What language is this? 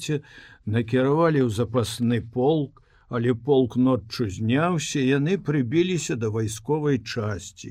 Belarusian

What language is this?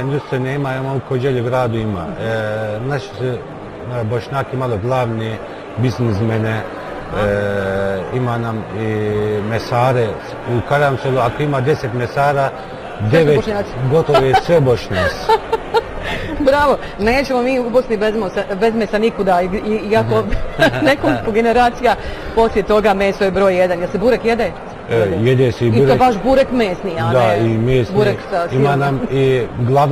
Bosnian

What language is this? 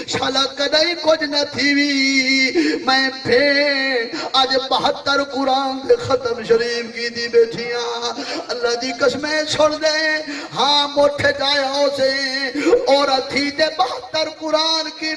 Saraiki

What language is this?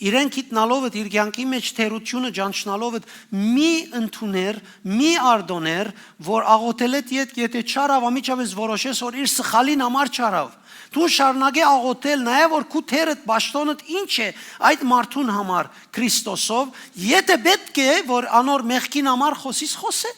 Western Armenian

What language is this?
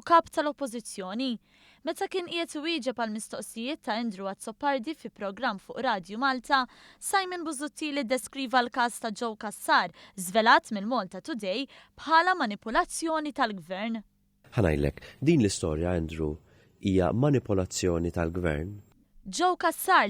Maltese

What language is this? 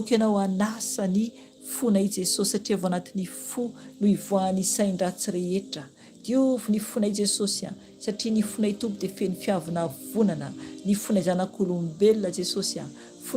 Malagasy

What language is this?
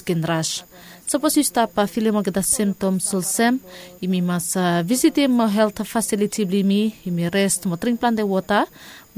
Bislama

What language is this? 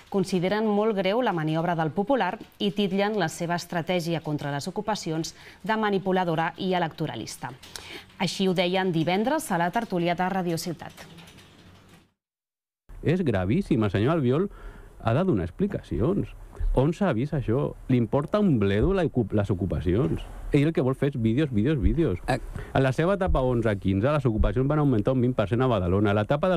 Catalan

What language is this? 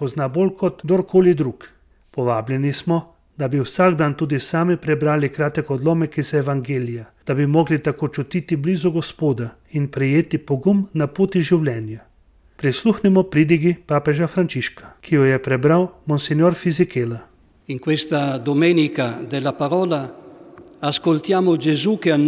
Slovenian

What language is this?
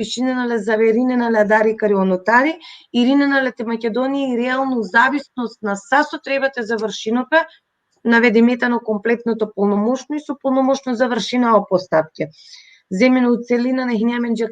Balkan Romani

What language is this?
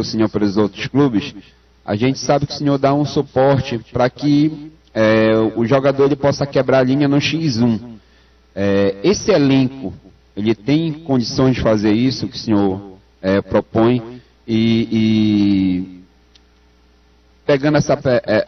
Portuguese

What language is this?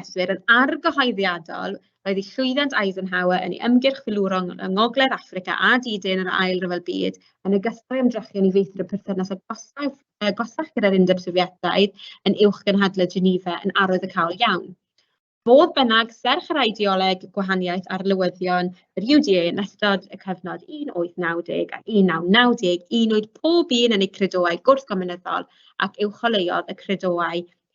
Welsh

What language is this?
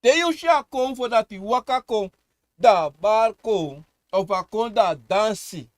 Sranan Tongo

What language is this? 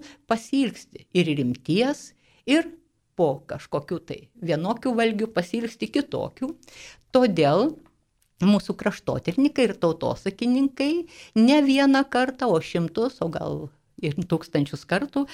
Lithuanian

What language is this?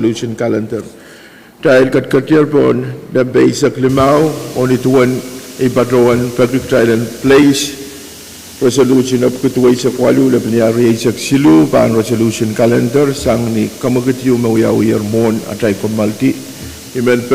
Pohnpeian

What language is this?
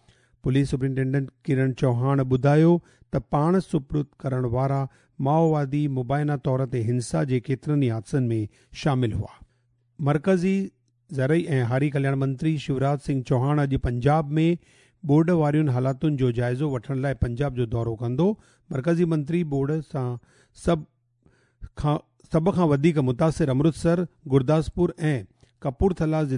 Sindhi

